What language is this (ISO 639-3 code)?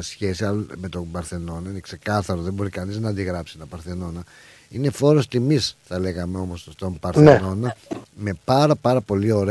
ell